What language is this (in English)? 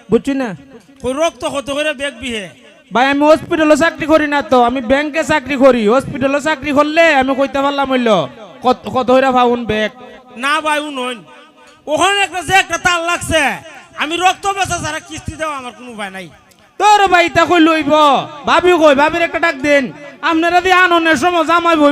Sylheti